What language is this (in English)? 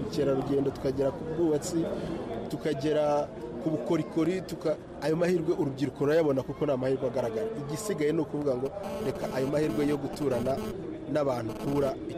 Kinyarwanda